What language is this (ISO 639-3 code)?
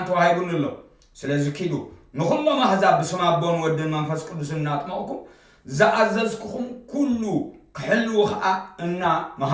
tir